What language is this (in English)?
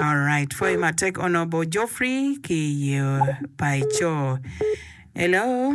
Acoli